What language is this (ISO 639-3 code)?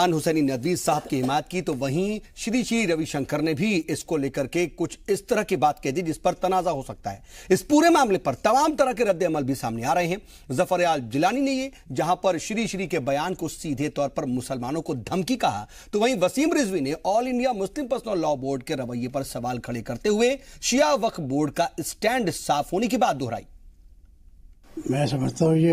hin